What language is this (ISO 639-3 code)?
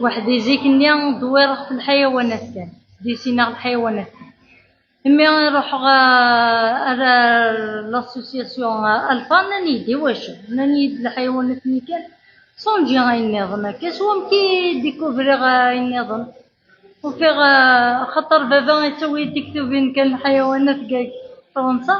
kab